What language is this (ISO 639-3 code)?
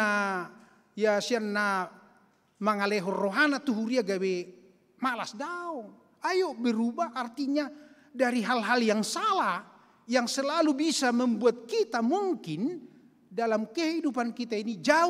bbc